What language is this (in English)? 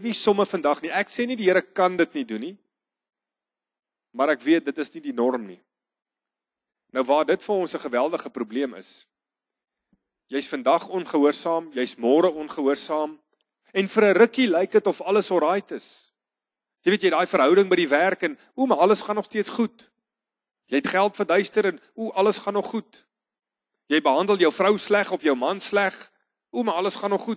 Afrikaans